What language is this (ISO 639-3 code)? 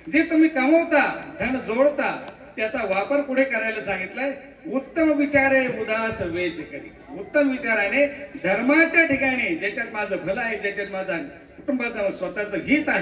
mar